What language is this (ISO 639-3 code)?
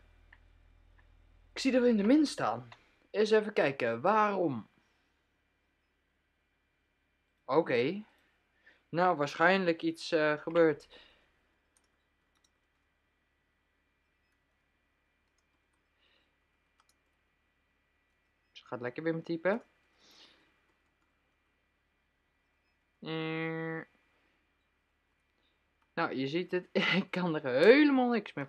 nld